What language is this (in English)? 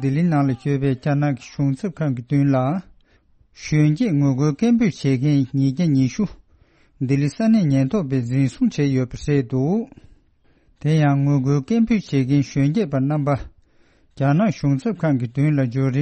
Tibetan